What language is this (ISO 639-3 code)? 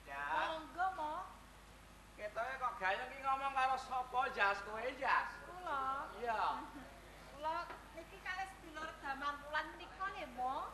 jav